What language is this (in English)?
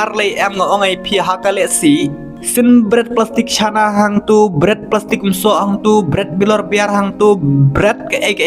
Khasi